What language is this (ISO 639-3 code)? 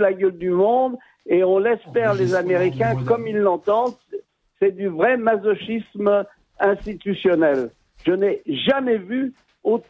fra